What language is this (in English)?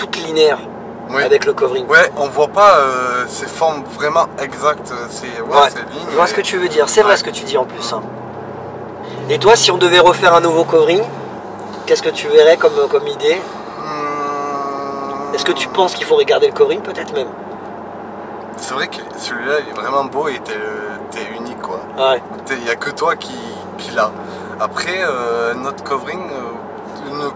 French